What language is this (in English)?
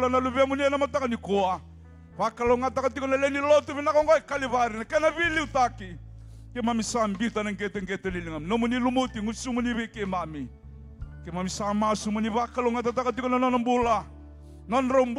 Fijian